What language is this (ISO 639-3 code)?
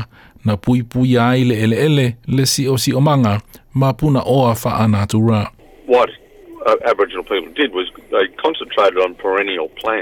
smo